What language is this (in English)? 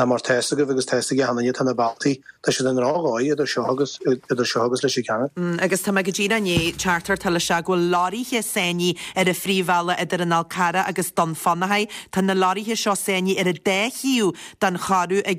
Irish